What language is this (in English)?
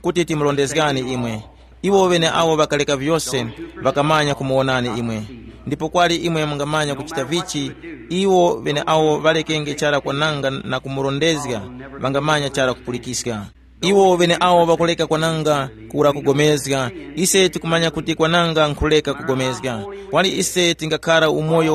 Tumbuka